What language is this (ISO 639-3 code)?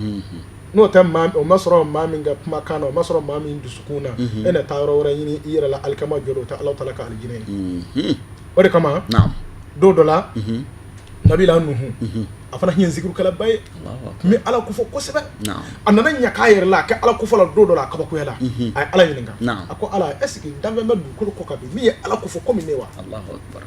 bam